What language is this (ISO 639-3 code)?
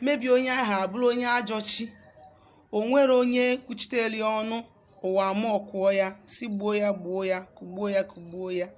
ibo